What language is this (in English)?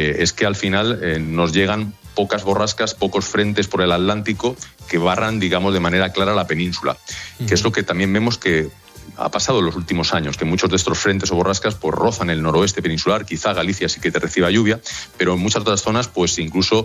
Spanish